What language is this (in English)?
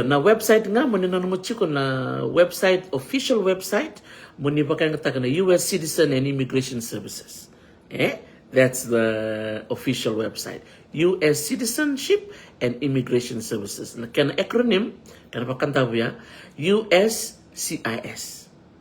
Fijian